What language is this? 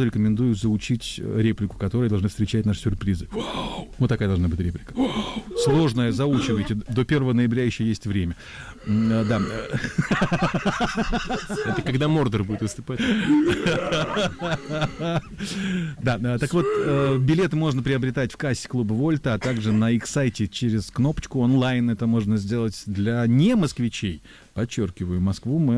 Russian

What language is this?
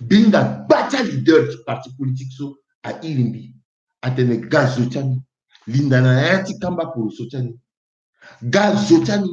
Sango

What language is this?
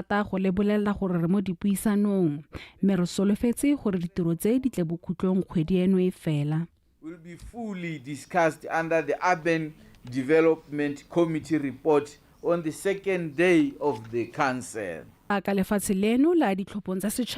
Tswana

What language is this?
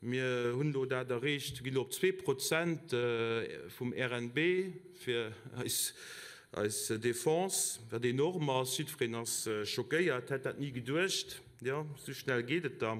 Luxembourgish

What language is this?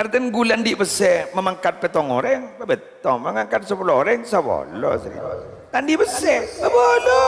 Madurese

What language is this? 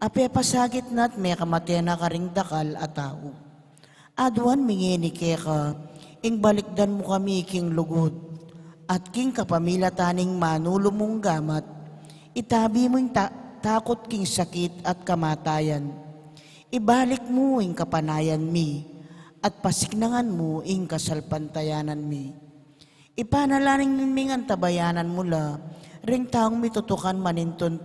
Pampanga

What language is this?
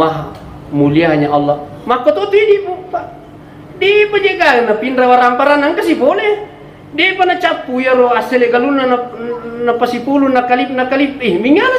Buginese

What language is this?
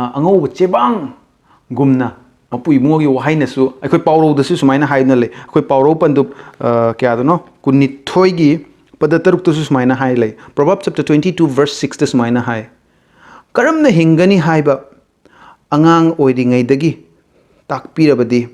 Manipuri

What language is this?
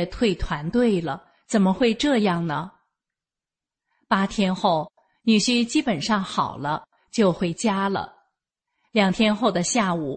Chinese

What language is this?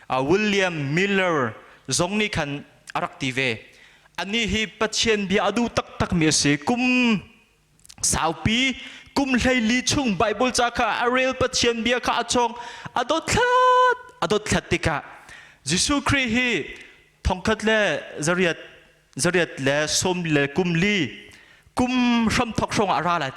Hakha Chin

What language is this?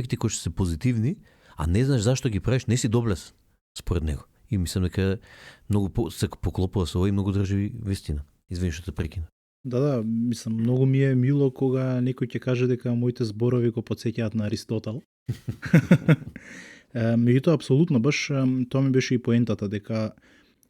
Macedonian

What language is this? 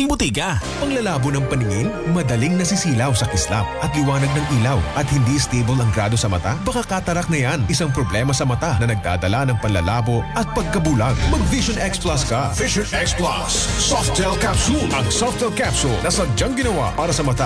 Filipino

